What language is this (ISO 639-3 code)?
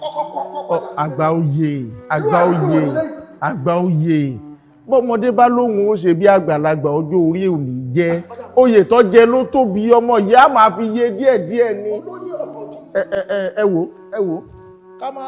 yor